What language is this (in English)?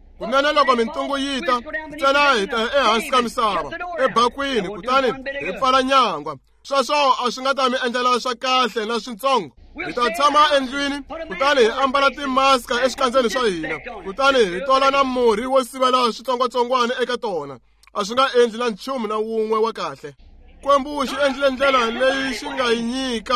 Tsonga